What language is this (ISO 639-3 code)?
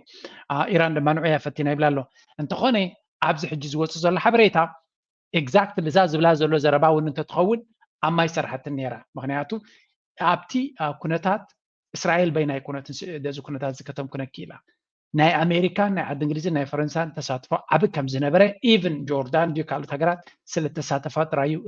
tir